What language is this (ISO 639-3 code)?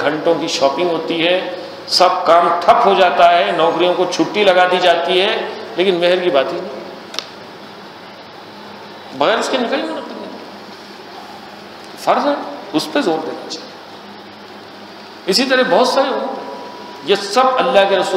urd